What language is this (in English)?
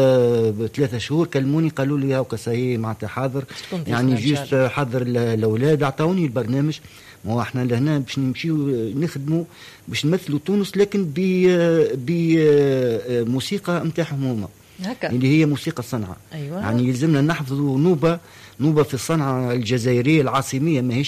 Tunisian Arabic